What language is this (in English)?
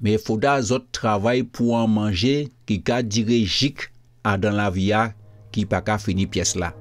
Guadeloupean Creole French